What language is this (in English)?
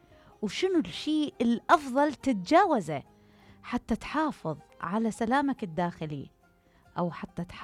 Mesopotamian Arabic